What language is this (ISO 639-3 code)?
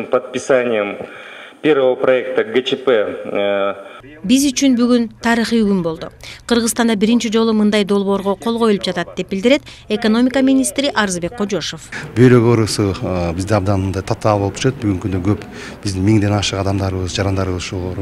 kir